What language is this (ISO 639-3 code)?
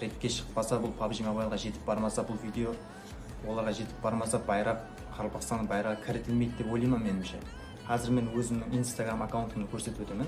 kaa